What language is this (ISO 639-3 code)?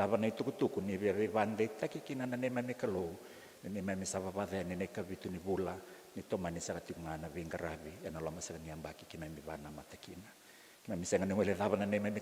fij